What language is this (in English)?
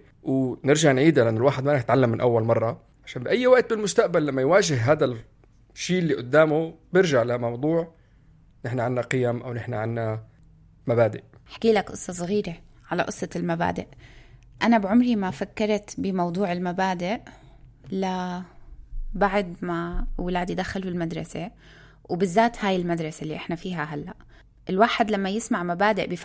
North Levantine Arabic